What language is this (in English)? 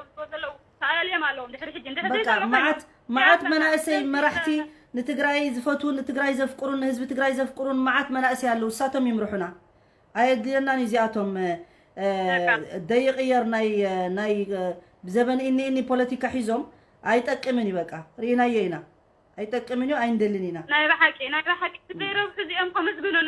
Tigrinya